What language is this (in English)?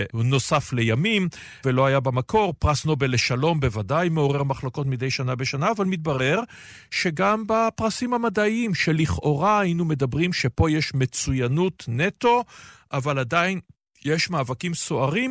Hebrew